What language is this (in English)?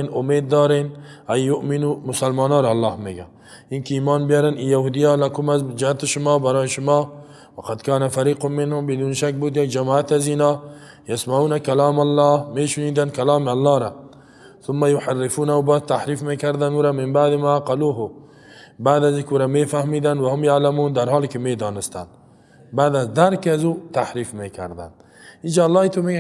Persian